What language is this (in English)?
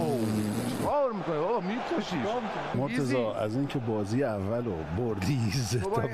Persian